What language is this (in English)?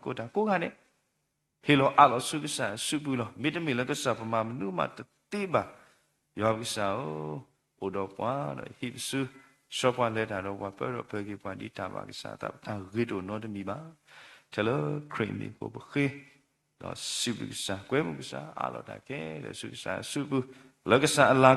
S'gaw Karen